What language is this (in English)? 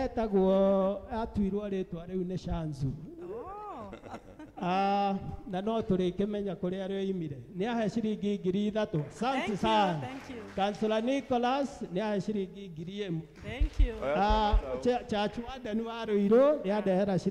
Kikuyu